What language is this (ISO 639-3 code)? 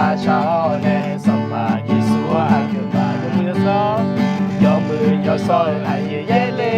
ahk